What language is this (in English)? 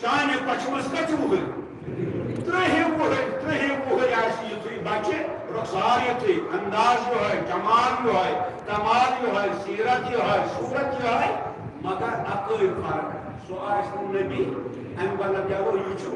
Kashmiri